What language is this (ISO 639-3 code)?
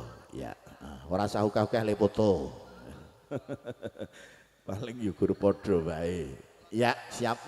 jav